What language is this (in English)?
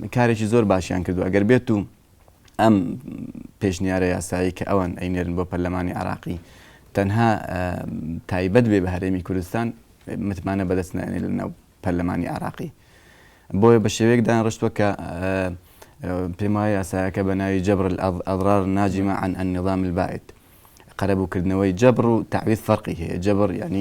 Central Kurdish